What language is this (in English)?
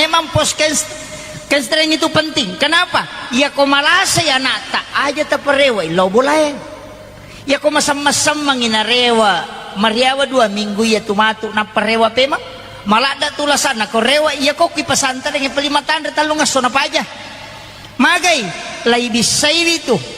Buginese